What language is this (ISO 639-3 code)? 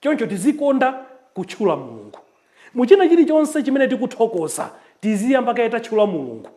nya